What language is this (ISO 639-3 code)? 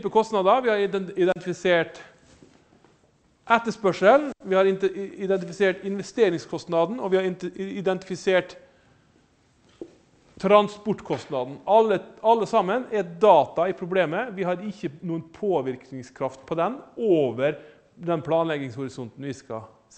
nor